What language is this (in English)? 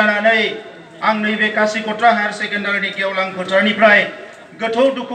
Bodo